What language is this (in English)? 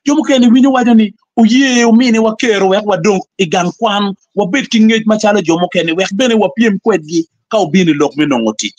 Acoli